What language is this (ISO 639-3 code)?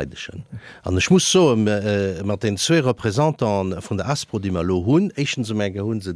ltz